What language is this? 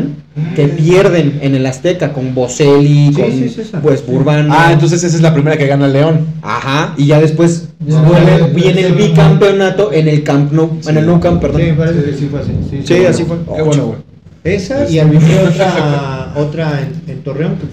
Spanish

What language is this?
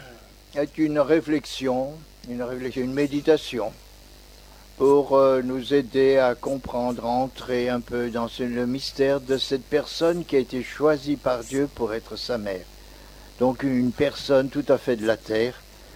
French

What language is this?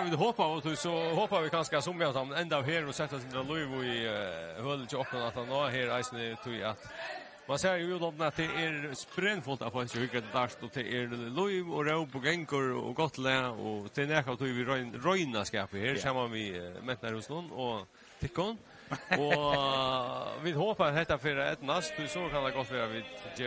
Faroese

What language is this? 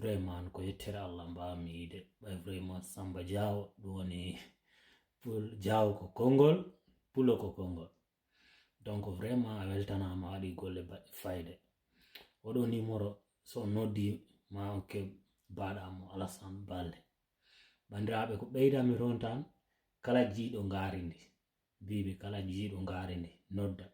Fula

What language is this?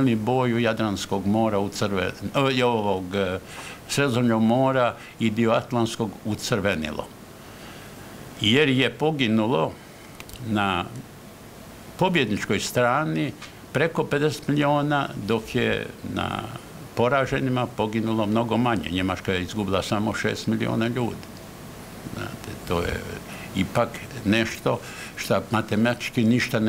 Croatian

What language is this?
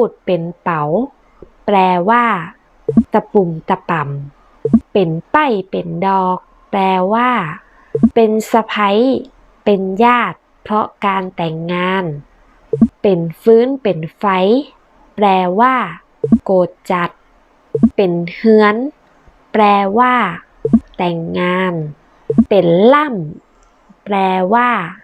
Northern Thai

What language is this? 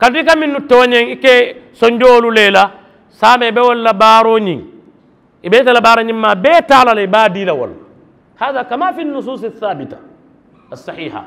Mandingo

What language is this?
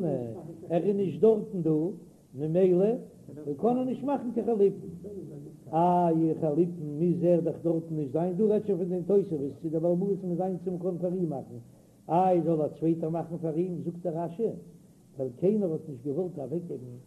Yiddish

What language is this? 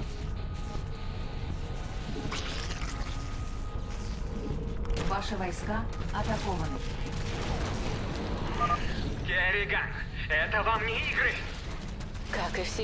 Russian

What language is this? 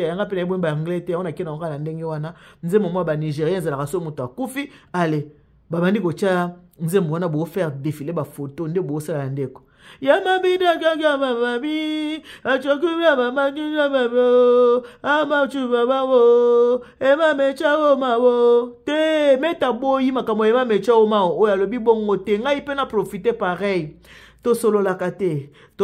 Lingala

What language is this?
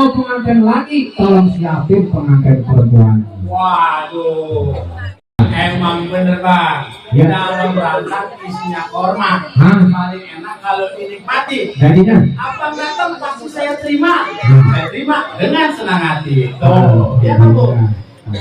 Betawi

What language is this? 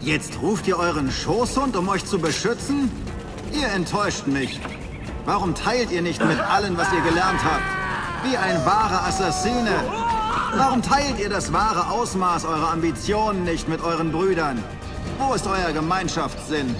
Bavarian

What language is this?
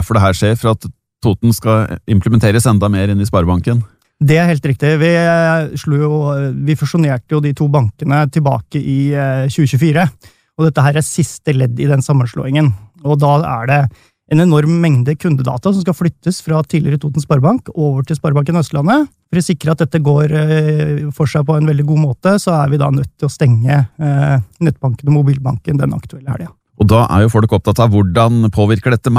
Norwegian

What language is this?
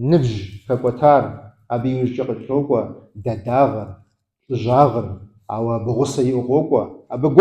Kabardian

